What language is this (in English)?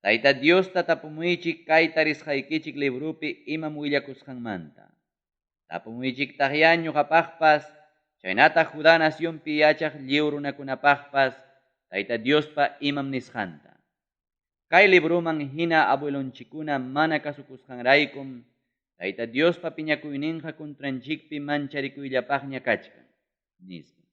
Ayacucho Quechua